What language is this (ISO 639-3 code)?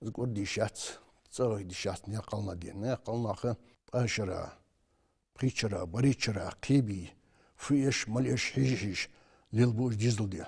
inh